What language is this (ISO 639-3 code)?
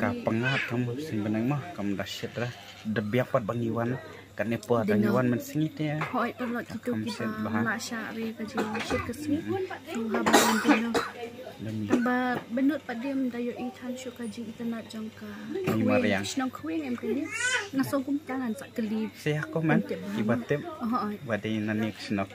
kha